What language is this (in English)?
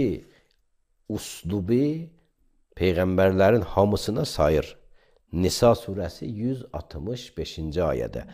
Azerbaijani